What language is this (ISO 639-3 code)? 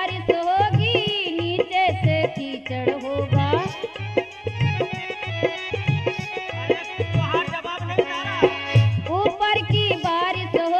bho